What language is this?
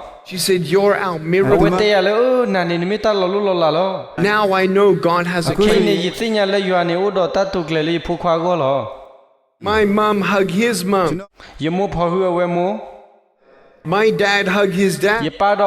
S'gaw Karen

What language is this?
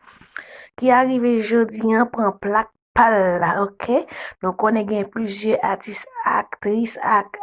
Haitian Creole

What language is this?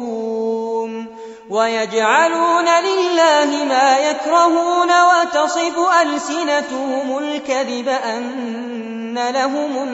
Arabic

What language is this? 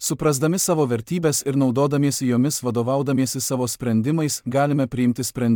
Lithuanian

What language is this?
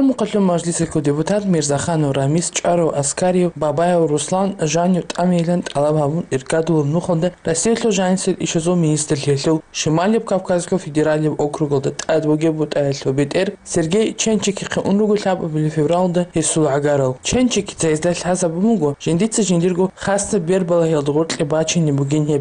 Avaric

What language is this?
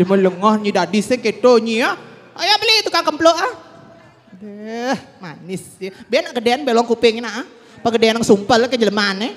Balinese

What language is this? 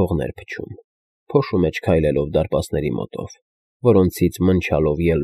Armenian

